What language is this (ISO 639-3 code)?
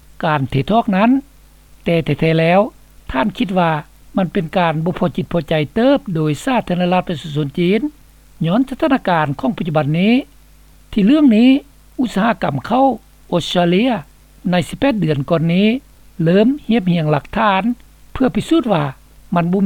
lao